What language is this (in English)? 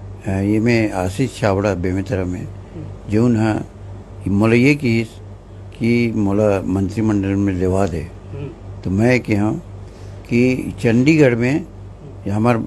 Chhattisgarhi